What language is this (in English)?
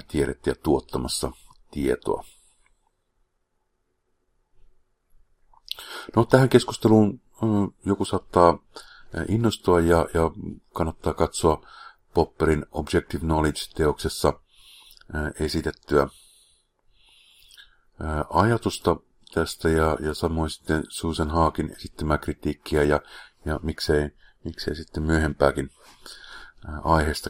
Finnish